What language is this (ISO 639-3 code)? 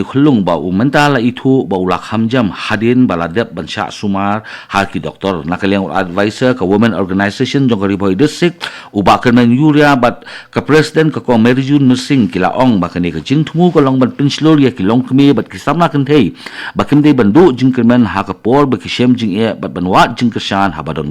kha